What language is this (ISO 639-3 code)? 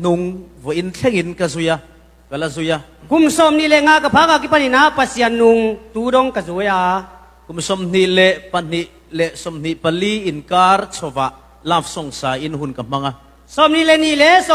cfm